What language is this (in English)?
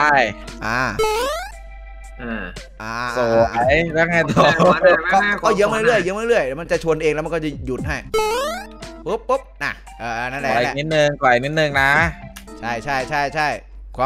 Thai